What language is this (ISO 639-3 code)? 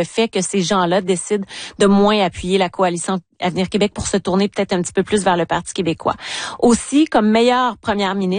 fra